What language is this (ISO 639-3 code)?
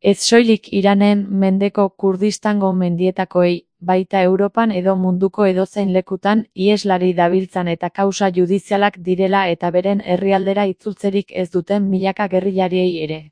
eus